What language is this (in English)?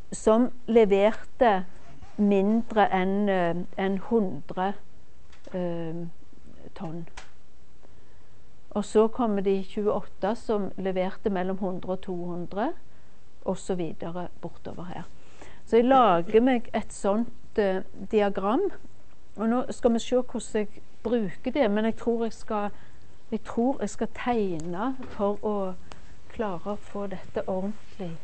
Norwegian